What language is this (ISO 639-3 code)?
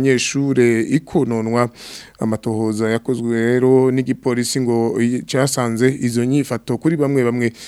run